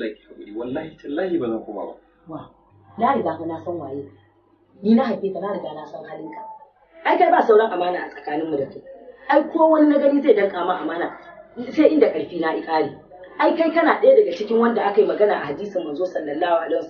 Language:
Hausa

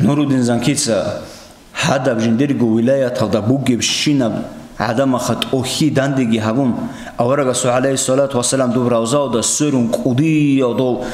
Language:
Avaric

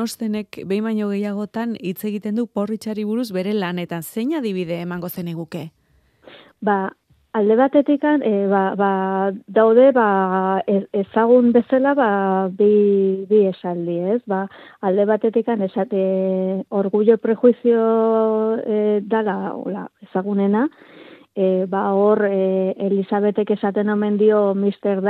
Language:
Basque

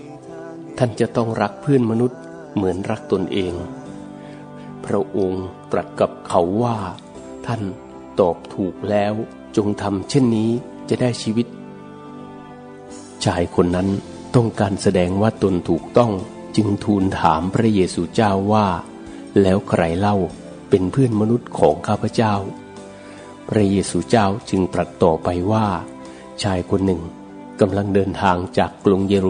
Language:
Thai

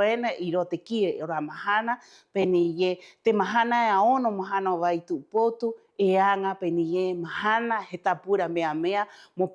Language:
Rapanui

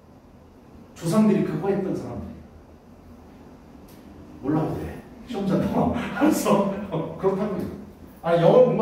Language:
Korean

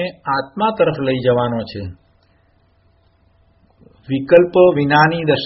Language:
Gujarati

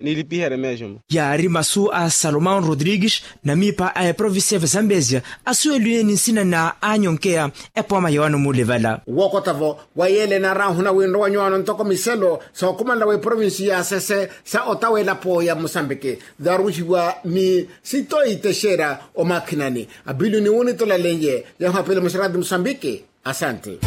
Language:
Makhuwa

